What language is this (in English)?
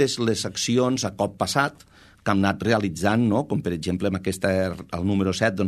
Catalan